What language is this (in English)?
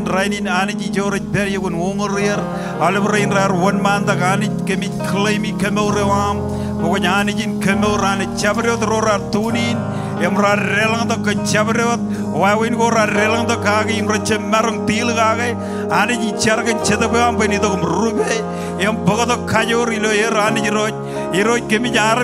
Marshallese